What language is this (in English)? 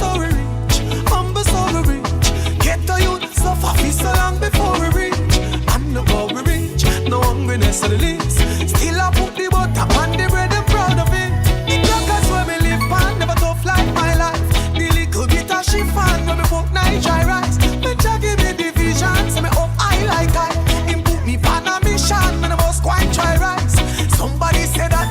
Jamaican Creole English